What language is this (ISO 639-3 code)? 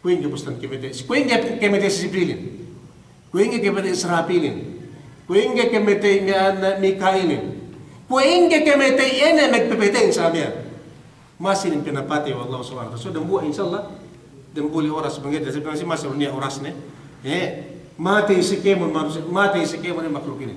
yka